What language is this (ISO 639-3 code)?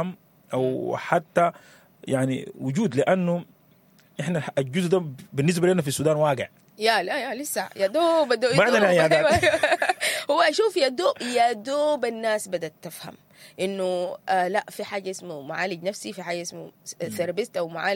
apd